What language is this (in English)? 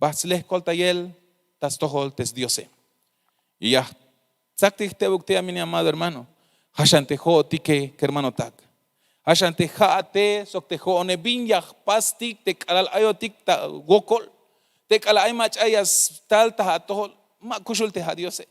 Tzeltal